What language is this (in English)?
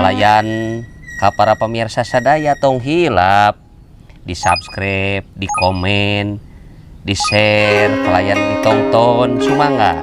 Sundanese